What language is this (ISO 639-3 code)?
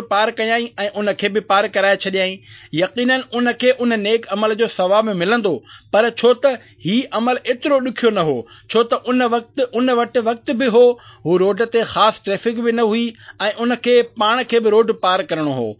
snd